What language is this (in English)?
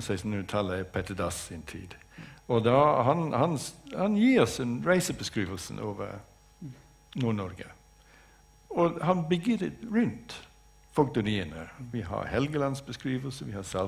Norwegian